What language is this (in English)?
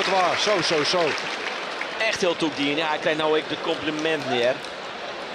Western Frisian